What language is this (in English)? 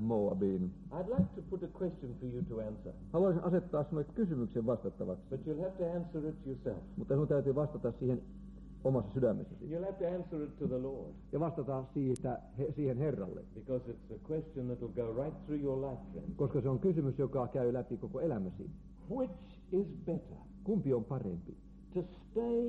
Finnish